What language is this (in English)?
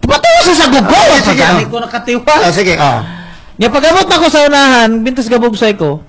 Cebuano